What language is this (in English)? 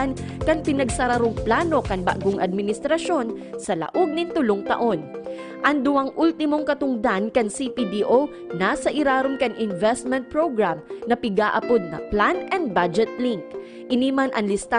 Bikol